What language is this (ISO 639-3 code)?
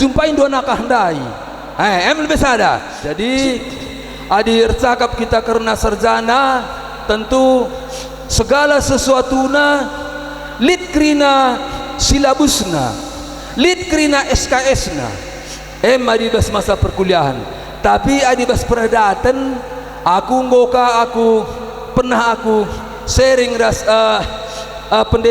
btx